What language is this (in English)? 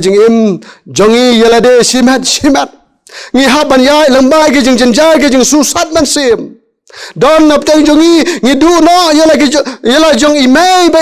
Khasi